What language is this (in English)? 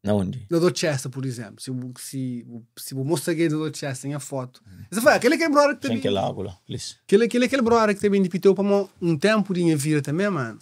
Kabuverdianu